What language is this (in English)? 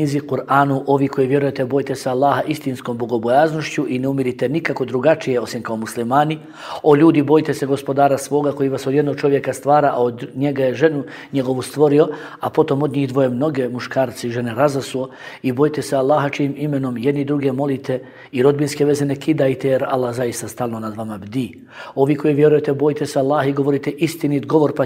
Bosnian